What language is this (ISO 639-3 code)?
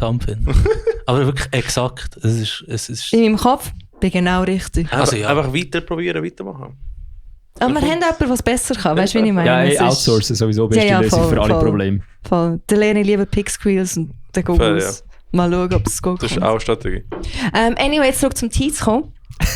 gsw